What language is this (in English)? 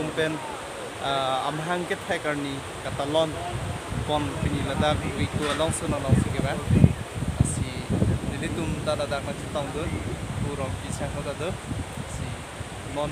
Karbi